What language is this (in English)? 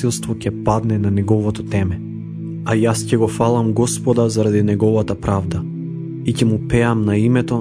Macedonian